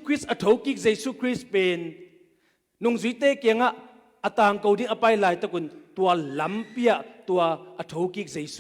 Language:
Tedim Chin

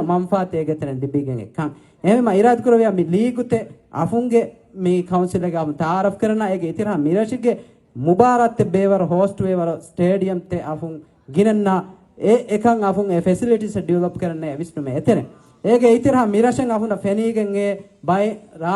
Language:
Divehi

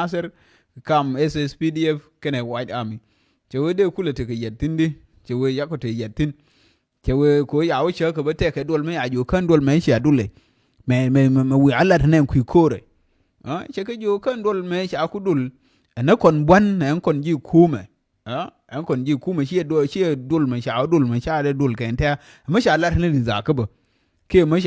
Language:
Nuer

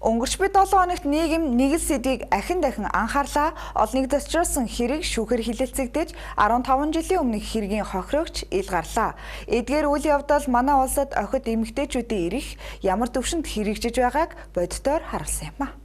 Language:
Mongolian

